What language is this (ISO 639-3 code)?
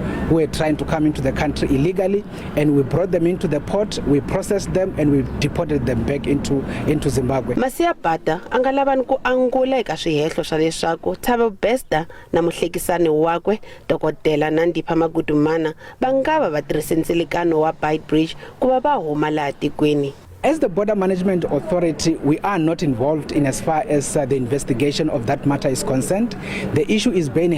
tso